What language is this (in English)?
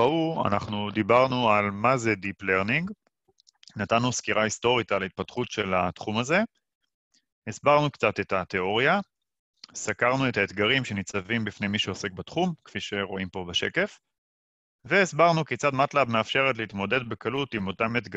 Hebrew